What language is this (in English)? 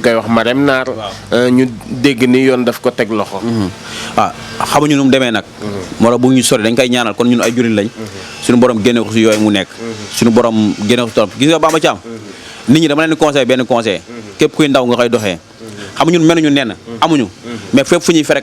Wolof